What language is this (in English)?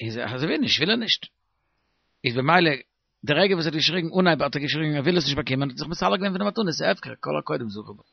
Yiddish